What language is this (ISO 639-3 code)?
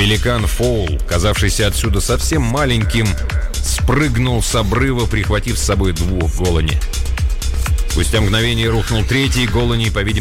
rus